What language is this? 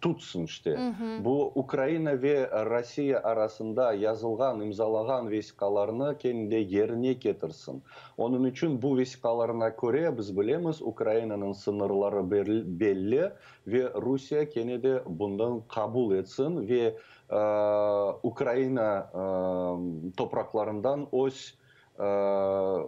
Crimean Tatar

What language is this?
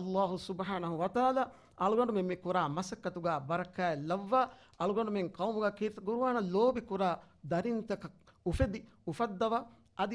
Divehi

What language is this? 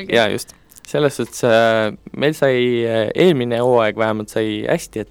Estonian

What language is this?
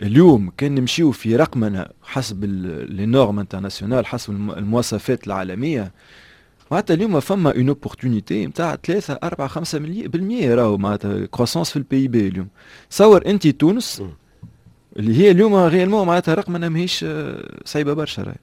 Tunisian Arabic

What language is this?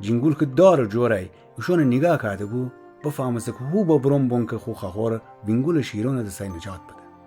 Gilaki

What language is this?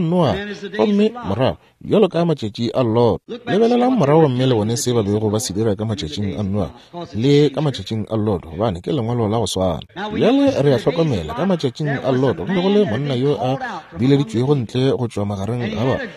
Northern Sotho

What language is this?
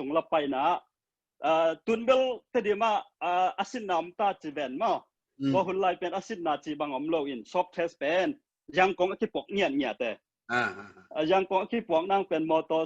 Tedim Chin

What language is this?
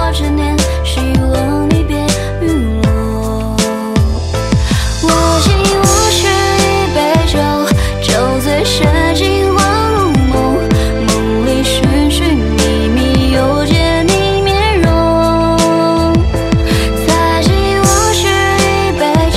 Chinese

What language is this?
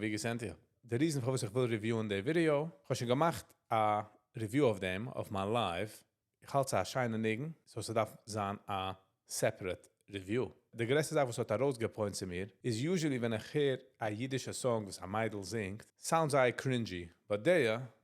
Yiddish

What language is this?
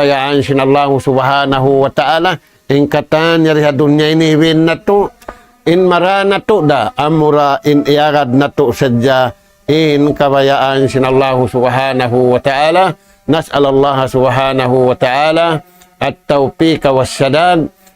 Tausug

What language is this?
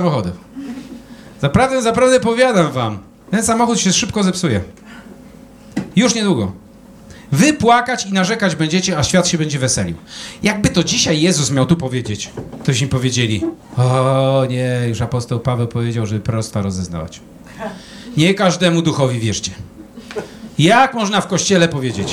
Polish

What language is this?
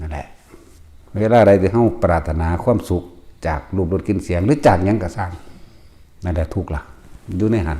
Northeastern Thai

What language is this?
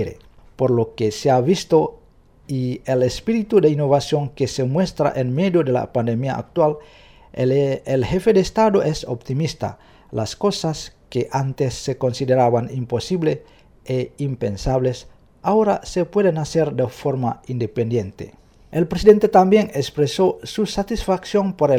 Spanish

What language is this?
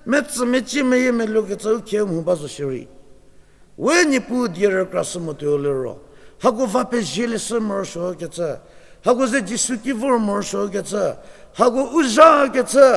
Angami Naga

